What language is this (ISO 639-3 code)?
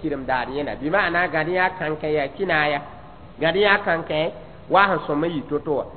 mos